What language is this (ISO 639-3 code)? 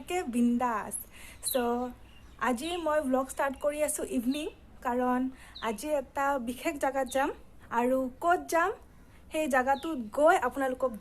asm